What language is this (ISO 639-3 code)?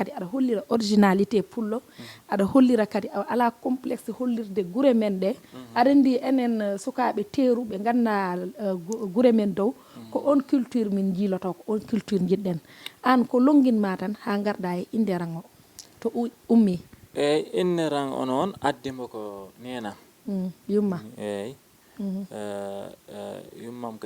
ful